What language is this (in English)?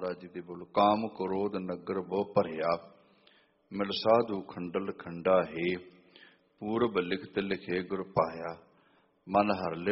Punjabi